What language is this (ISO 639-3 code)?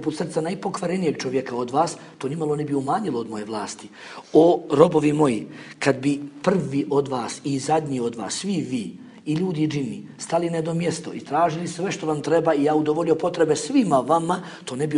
bos